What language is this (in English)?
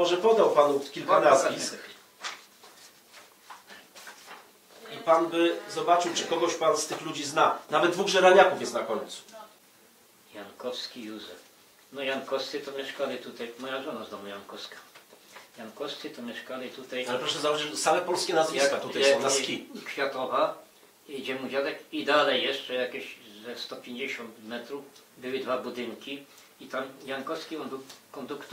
Polish